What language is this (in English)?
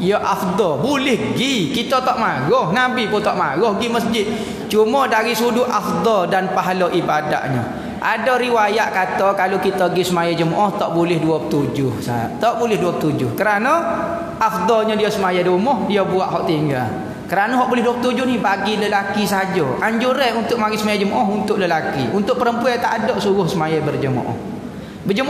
Malay